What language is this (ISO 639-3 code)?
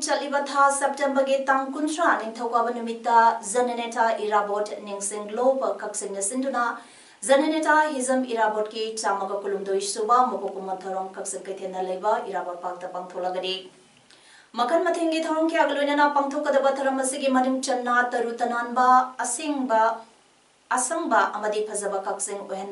mni